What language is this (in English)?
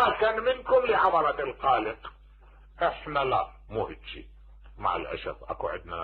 Mesopotamian Arabic